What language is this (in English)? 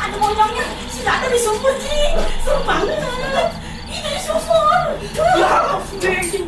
Betawi